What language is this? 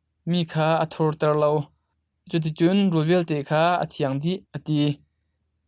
Hakha Chin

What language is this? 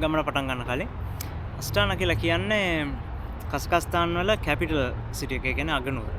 Sinhala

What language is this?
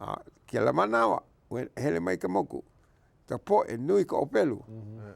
Hawaiian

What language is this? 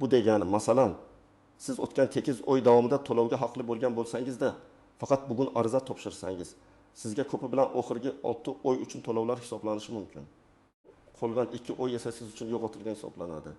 Uzbek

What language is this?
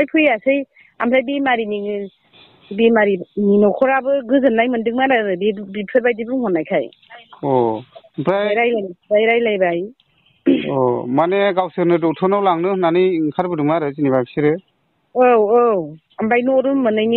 Bodo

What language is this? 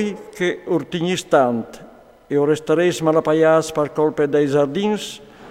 Friulian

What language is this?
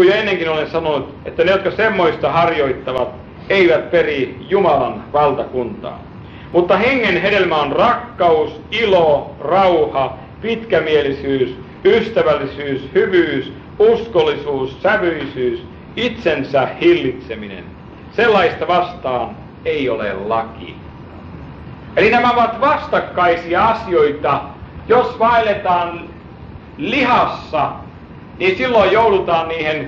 Finnish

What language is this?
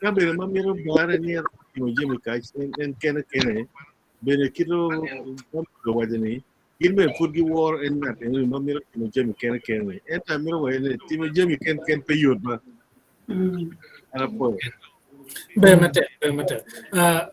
Acoli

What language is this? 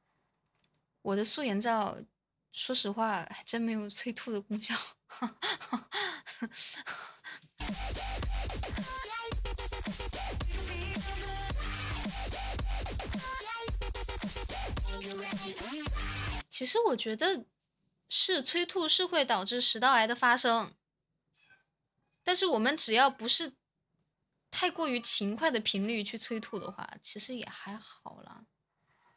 Chinese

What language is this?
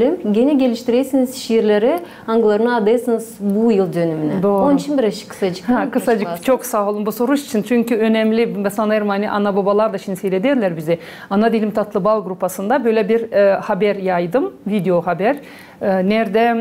Gagauz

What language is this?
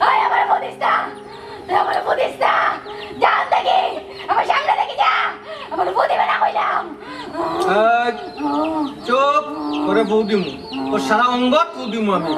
Sylheti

